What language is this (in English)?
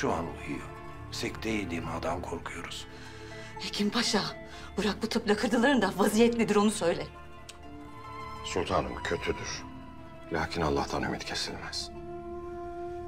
Turkish